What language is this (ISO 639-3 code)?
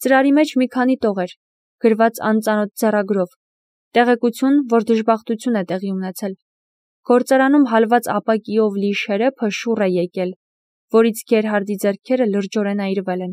hye